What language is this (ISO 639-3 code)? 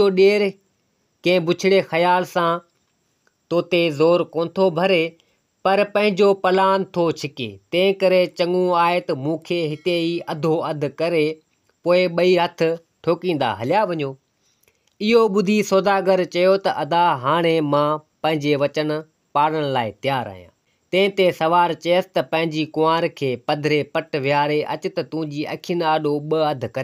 snd